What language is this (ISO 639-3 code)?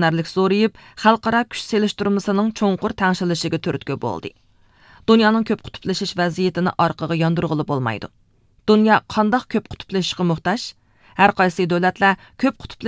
uig